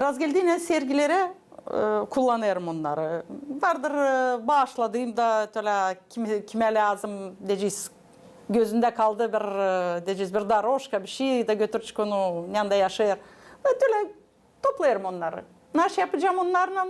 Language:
Gagauz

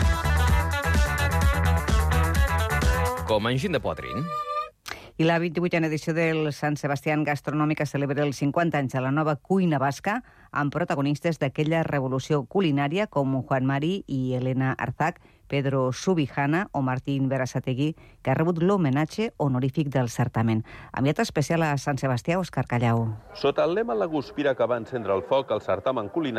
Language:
Catalan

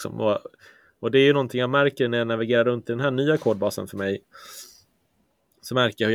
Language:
Swedish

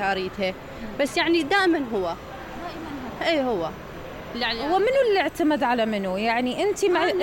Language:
Mesopotamian Arabic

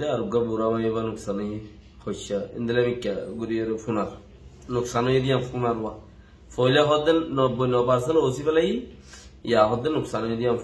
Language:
Rohingya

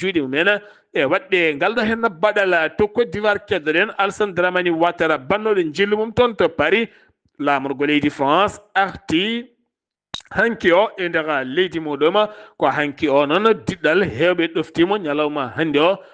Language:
Fula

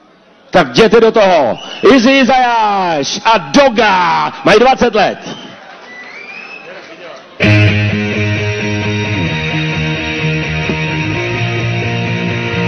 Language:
Czech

